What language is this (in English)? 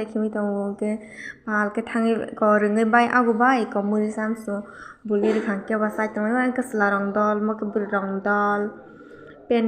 Kok Borok